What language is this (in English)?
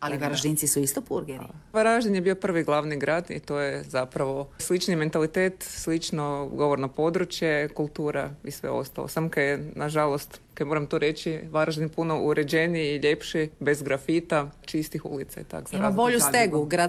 Croatian